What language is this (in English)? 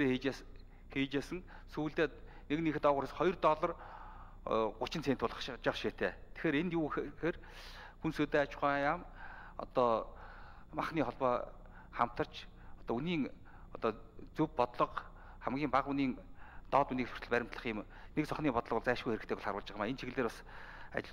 Mongolian